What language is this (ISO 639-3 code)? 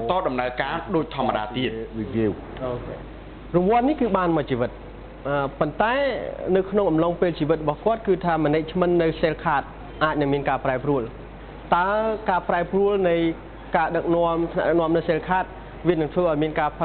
khm